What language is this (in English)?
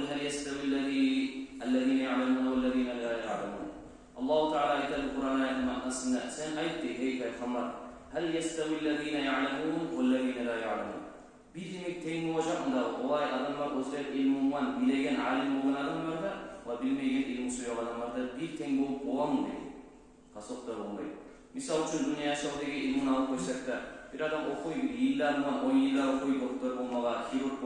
Kumyk